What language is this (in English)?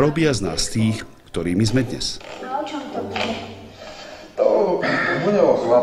Slovak